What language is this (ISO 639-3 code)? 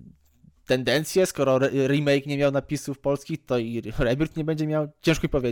pol